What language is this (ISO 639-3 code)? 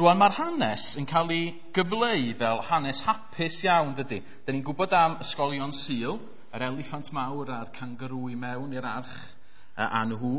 cym